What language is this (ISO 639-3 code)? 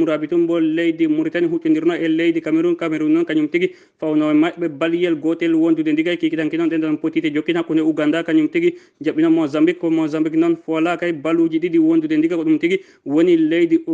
ful